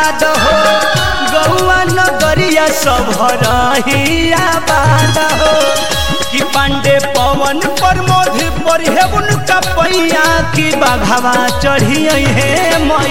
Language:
Bhojpuri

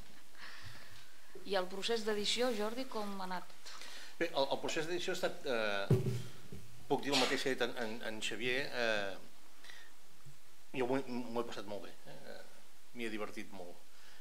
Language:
Catalan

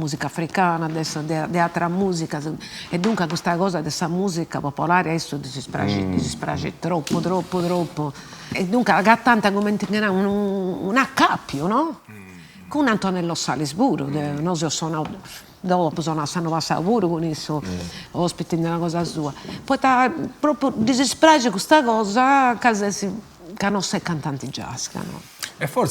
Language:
Sardinian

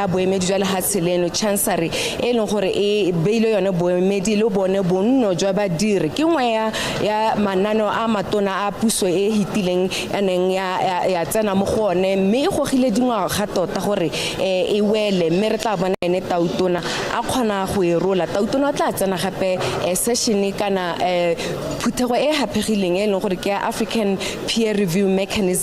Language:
Tswana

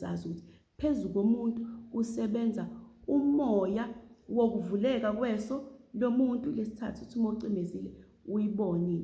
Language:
Zulu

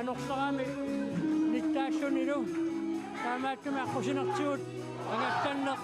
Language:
Kalaallisut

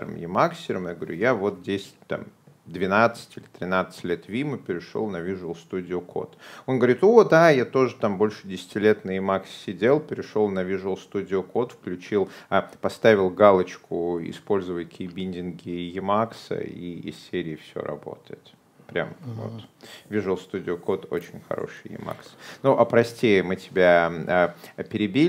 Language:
Russian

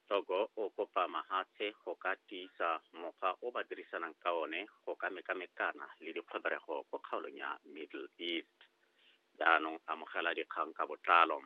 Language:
Tswana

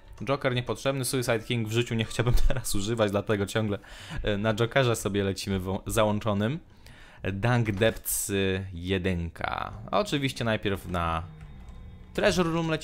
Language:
Polish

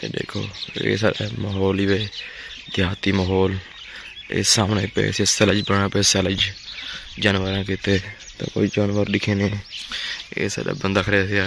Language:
Saraiki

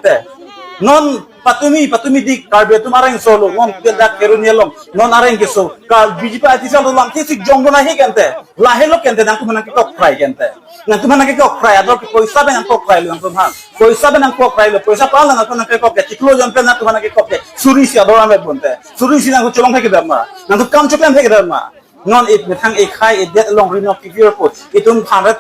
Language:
Karbi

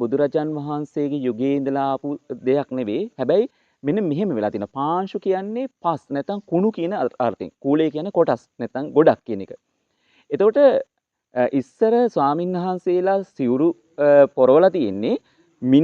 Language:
Sinhala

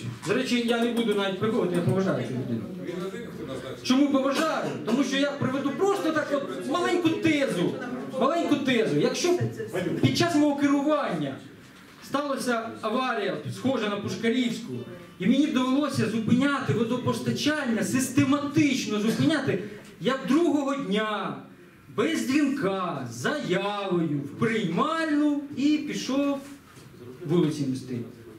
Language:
Ukrainian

